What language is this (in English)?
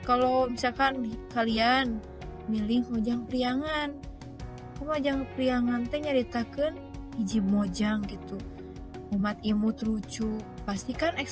Sundanese